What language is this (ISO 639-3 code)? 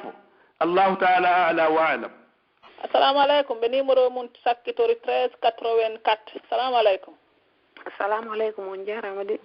fuf